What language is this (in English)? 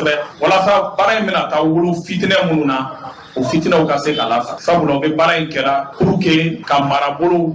Bambara